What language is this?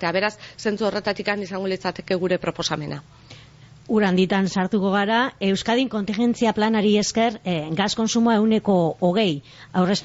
Basque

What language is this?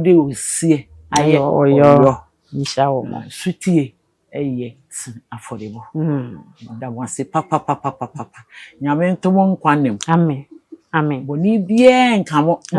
Akan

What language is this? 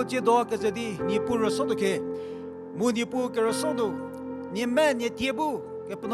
Angami Naga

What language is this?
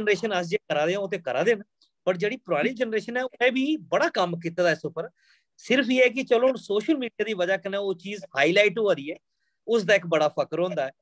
Dogri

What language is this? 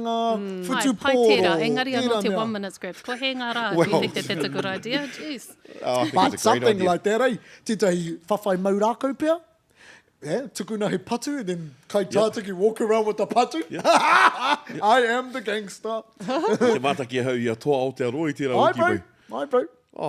Māori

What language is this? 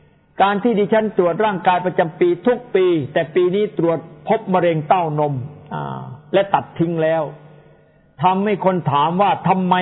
Thai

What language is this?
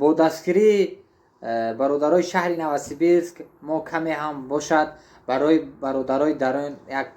Tajik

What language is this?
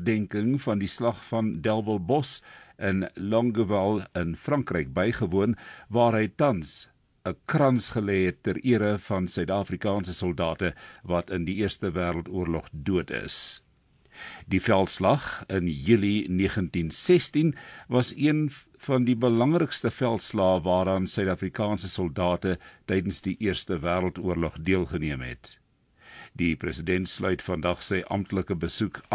Afrikaans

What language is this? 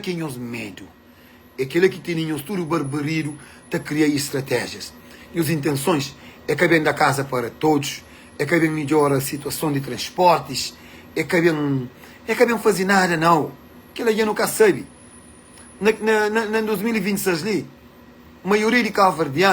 Kabuverdianu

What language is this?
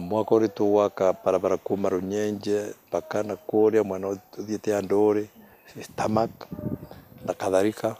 Meru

